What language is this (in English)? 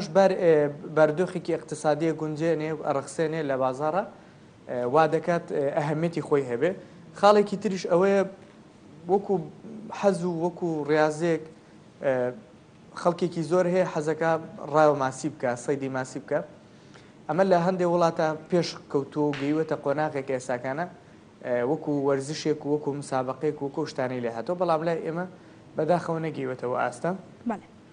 Central Kurdish